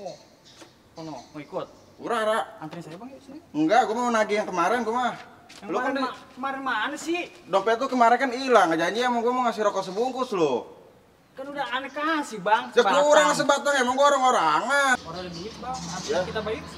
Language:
Betawi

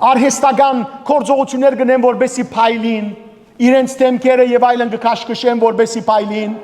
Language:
Western Armenian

